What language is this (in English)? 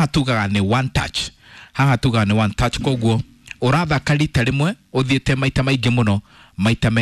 Kikuyu